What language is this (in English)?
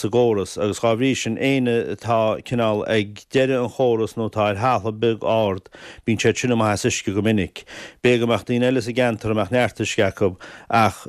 Irish